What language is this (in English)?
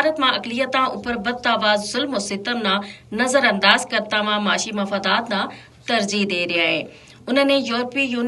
Gujari